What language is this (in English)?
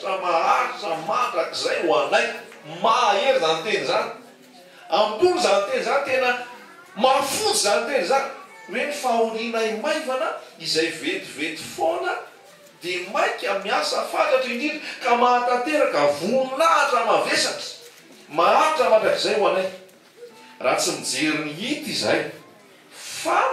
Malagasy